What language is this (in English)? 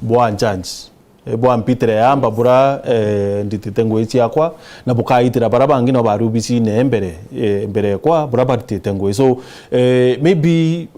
Meru